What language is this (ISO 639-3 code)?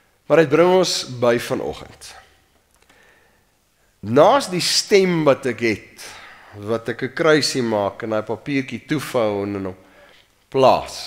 afr